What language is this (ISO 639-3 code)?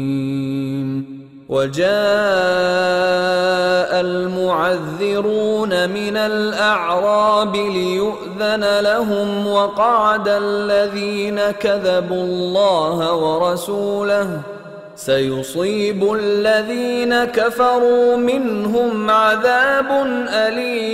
ara